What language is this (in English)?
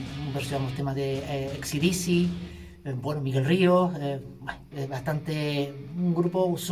Spanish